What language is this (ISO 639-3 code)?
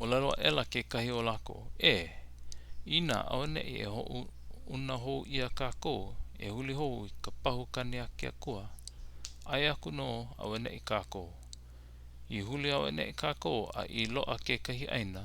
haw